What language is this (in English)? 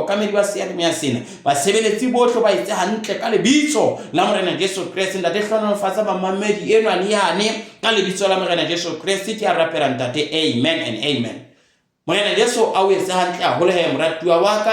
Southern Sotho